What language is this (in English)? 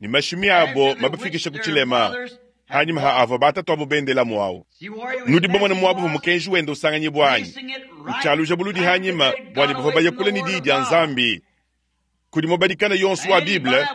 Luba-Lulua